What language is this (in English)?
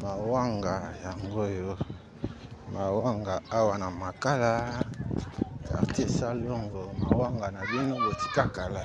Lingala